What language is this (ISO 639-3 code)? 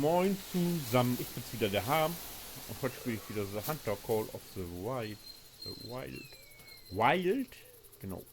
nds